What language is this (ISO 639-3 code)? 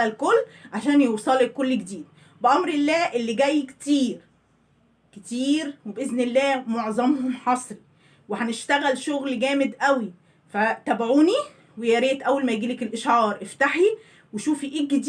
arz